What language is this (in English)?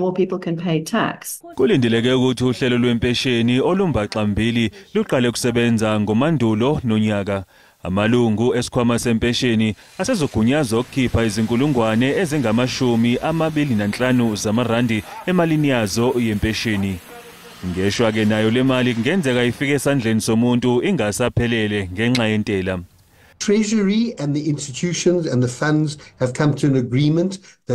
Zulu